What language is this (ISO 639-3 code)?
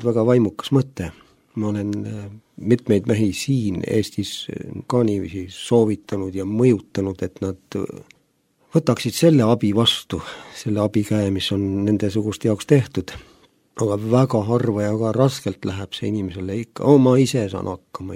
est